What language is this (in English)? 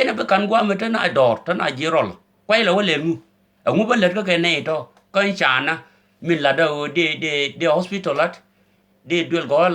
Nuer